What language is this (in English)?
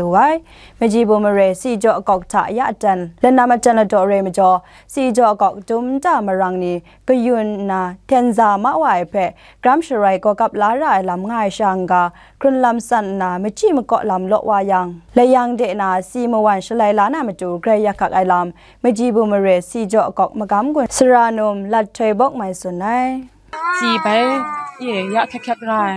Kachin